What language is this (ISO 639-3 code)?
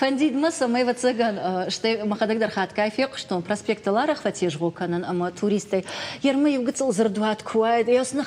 oss